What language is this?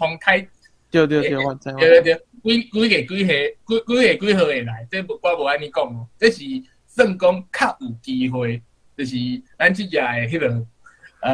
Min Nan Chinese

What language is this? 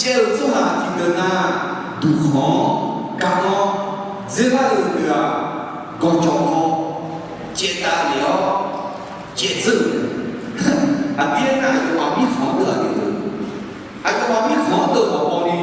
Akha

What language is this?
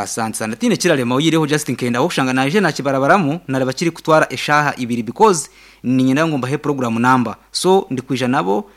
Nyankole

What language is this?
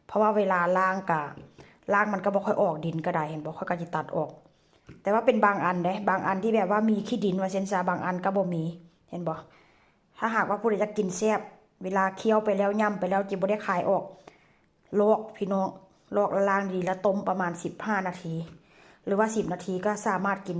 Northeastern Thai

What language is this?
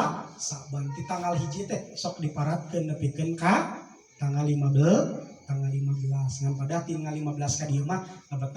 Sundanese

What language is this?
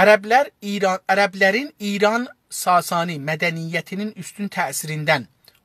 South Azerbaijani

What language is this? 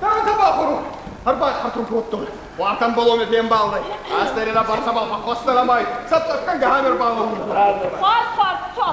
Ossetic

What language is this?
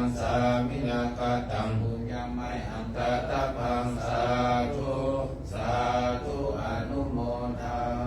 Pali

